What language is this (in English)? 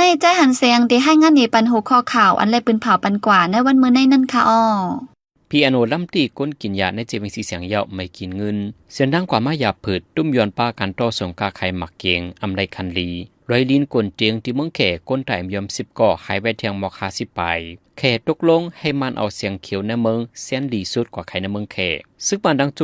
Shan